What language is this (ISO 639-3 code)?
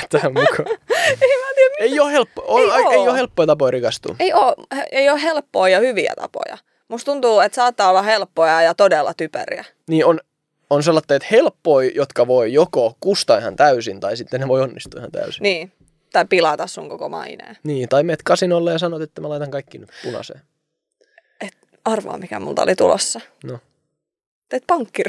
fin